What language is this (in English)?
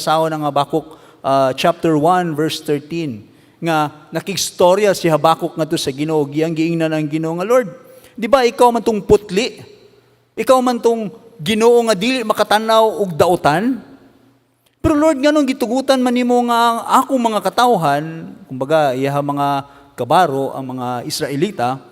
Cebuano